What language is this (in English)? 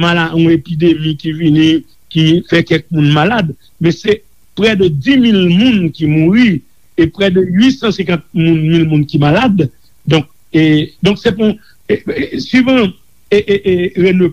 Haitian Creole